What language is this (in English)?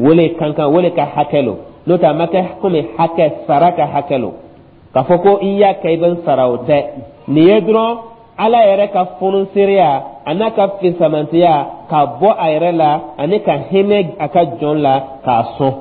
Dyula